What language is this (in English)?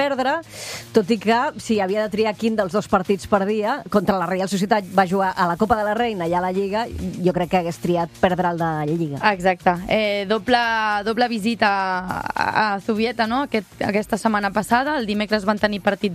Catalan